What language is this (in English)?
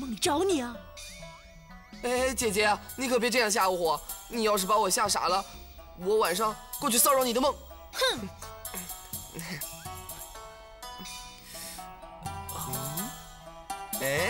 Chinese